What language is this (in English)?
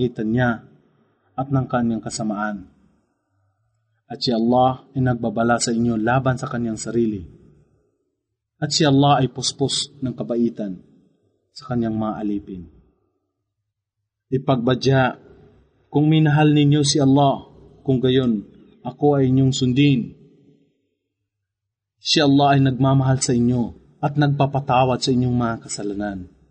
Filipino